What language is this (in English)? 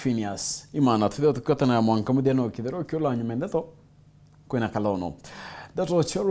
Meru